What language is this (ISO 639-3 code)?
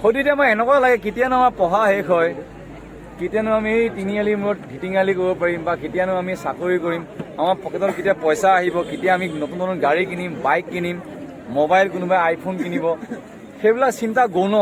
asm